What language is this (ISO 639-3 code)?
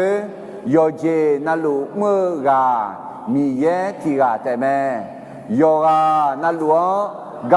ahk